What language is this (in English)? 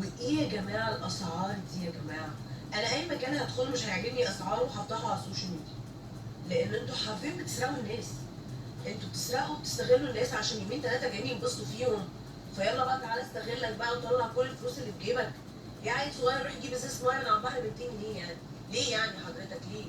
Egyptian Arabic